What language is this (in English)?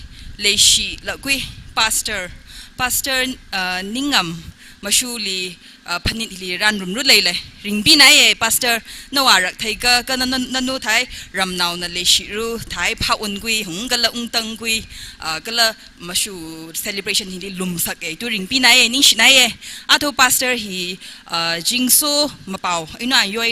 Tangkhul Naga (India)